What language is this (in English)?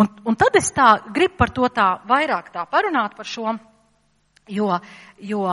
Latvian